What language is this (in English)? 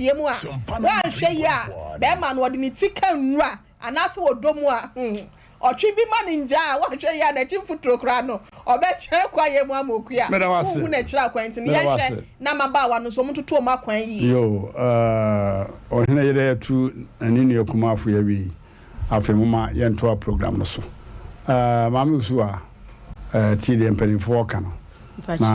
Akan